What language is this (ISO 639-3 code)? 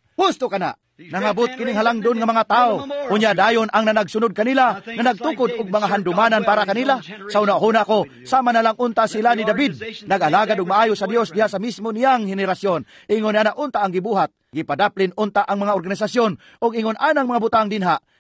ceb